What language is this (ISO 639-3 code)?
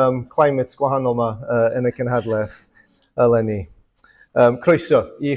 cym